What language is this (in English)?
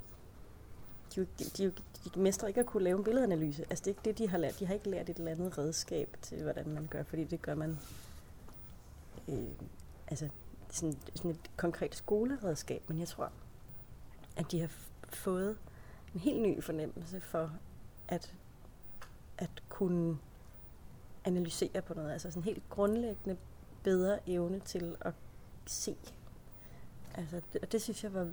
Danish